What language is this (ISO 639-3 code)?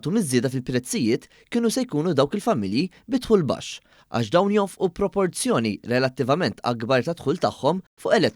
mlt